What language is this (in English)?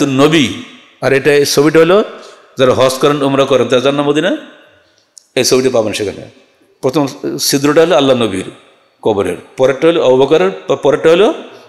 Bangla